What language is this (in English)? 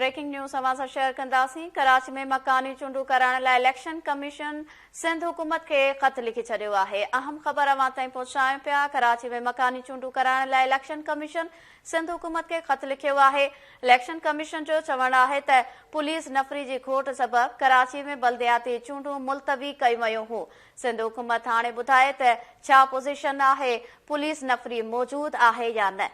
Sindhi